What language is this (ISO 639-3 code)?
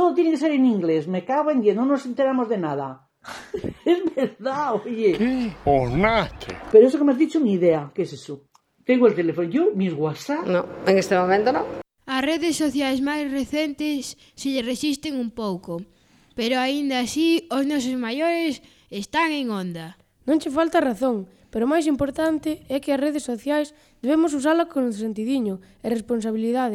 glg